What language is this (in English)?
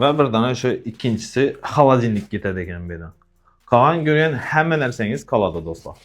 Uzbek